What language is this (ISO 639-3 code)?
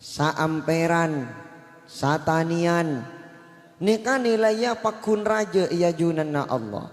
mad